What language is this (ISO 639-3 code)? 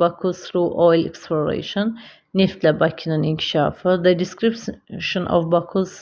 aze